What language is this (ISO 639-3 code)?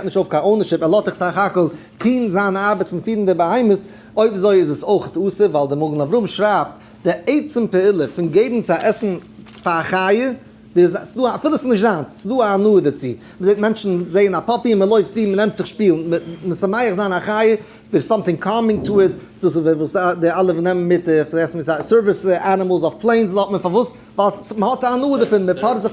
yid